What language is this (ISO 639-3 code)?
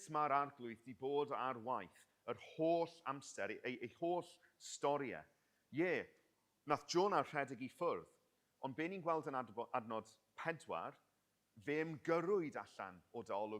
cym